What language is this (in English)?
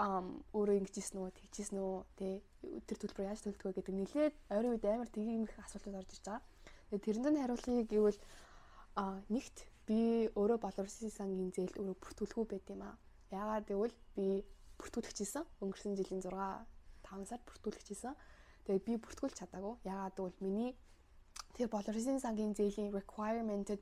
Mongolian